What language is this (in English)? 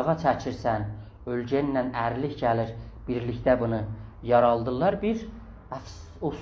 South Azerbaijani